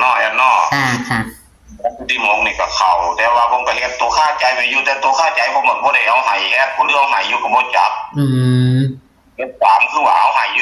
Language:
Northeastern Thai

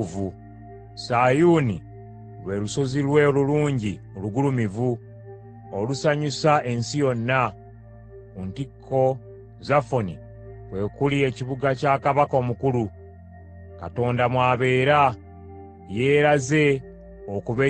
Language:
Ganda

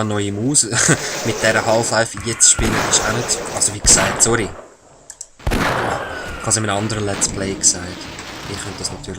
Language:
Swiss German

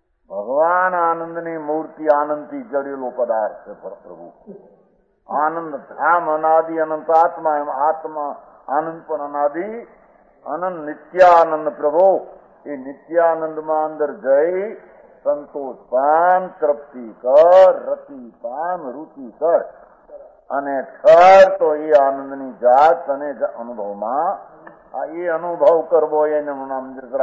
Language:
Gujarati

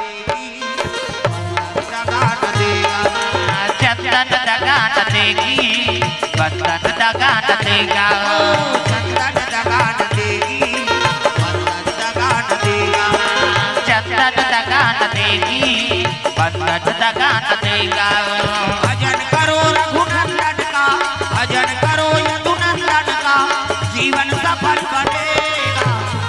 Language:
Chhattisgarhi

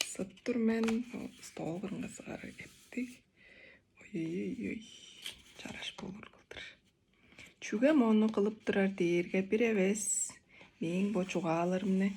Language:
Tuvinian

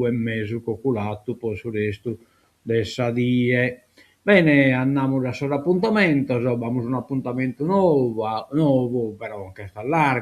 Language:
Sardinian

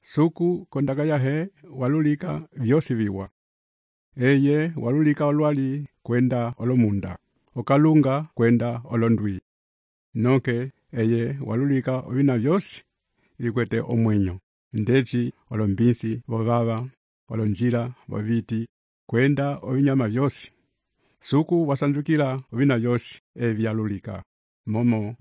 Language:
Umbundu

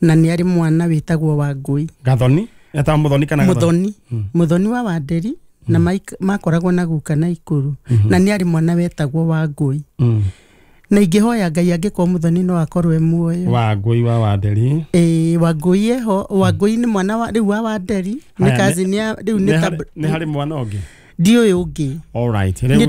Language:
Kikuyu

